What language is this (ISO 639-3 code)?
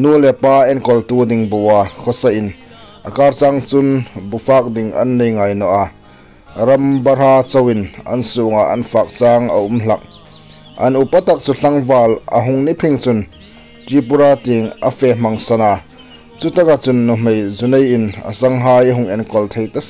hmr